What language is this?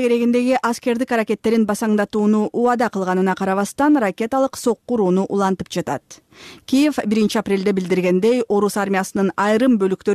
Kyrgyz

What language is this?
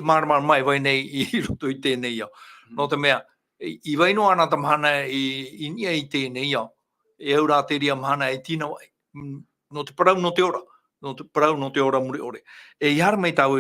Tahitian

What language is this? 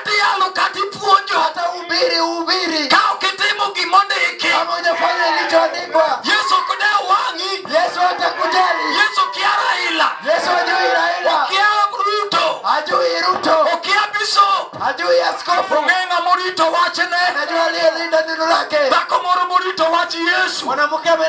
Luo (Kenya and Tanzania)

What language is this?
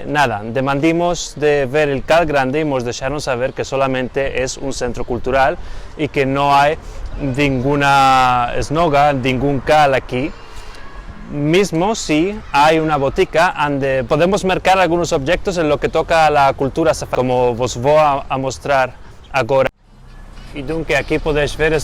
Ladino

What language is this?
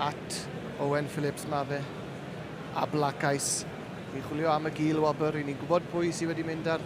Welsh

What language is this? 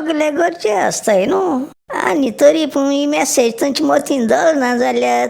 Konkani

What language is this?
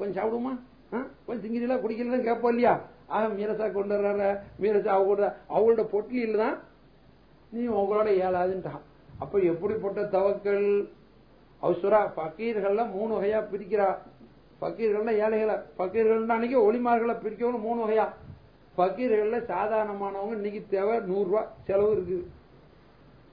Tamil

